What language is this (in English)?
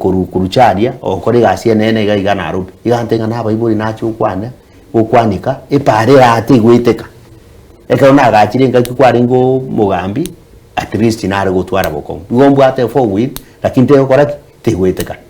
Gusii